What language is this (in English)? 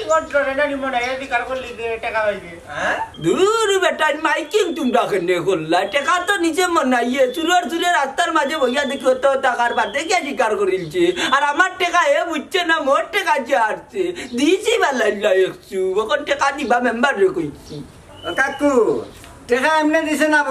Sylheti